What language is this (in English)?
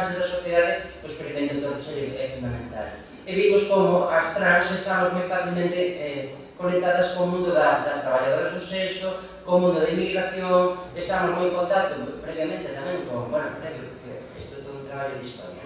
Galician